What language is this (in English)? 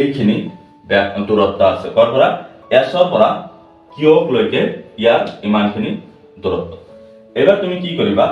Assamese